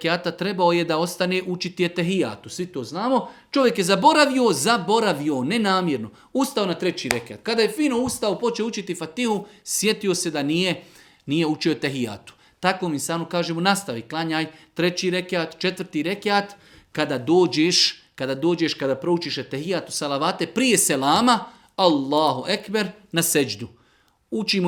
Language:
Bosnian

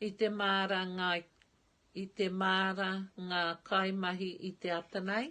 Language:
Māori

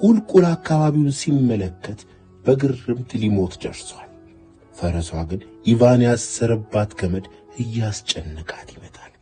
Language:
Amharic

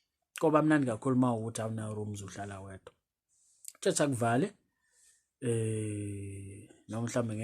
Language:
Zulu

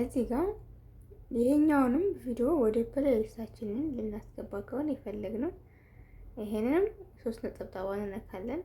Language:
Amharic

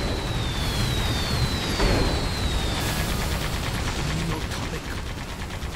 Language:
Japanese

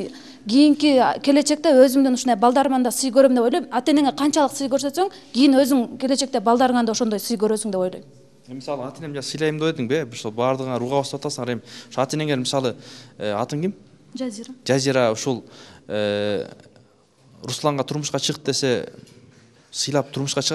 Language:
Kyrgyz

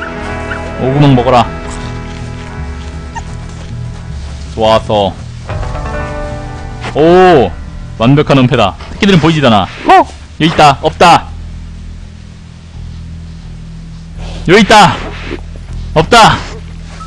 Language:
Korean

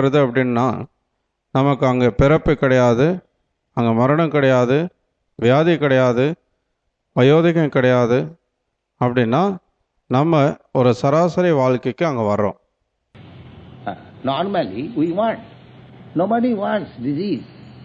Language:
Tamil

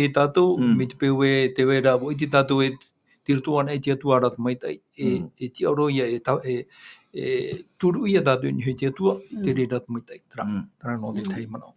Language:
Tahitian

